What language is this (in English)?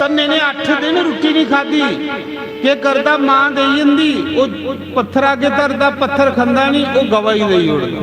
Dogri